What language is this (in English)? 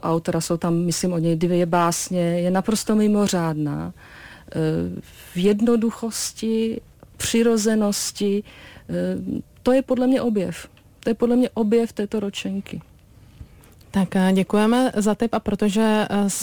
Czech